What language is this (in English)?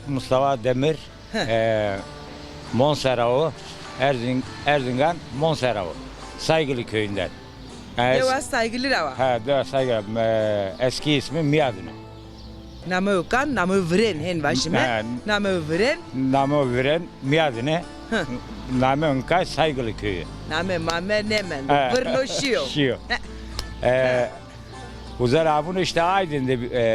Zaza